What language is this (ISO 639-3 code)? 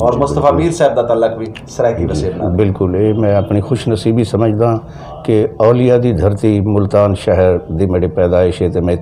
skr